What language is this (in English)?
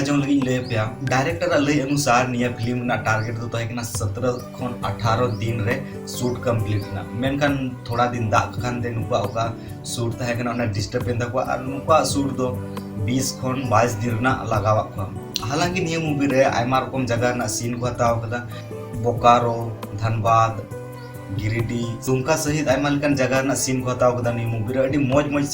Santali